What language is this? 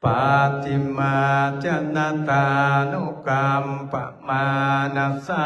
Pali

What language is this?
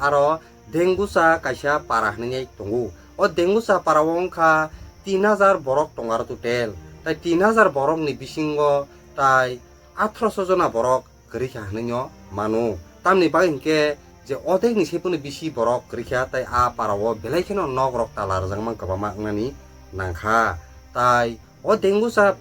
Kok Borok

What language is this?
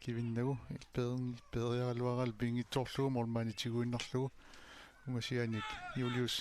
Kalaallisut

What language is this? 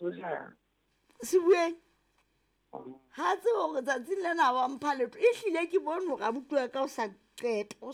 Southern Sotho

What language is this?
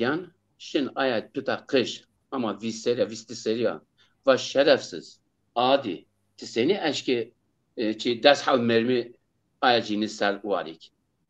Zaza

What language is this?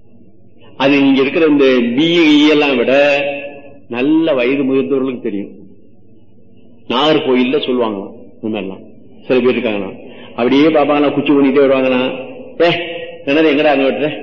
Tamil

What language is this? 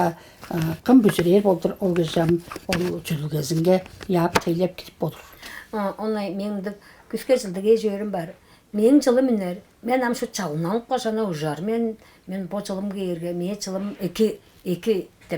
Tuvinian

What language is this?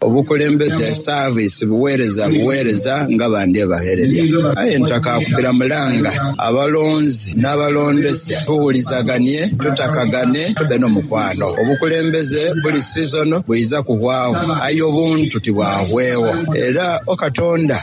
Soga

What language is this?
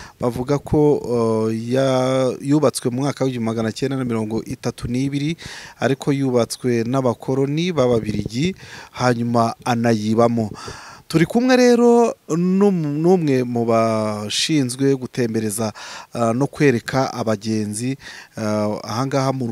Kinyarwanda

